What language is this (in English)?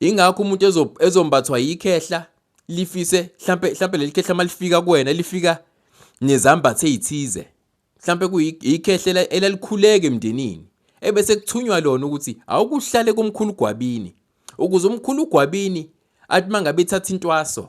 Zulu